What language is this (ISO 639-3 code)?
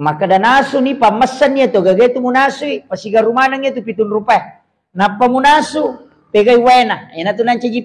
bug